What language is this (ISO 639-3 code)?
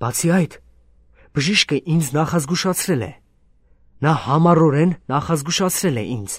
hye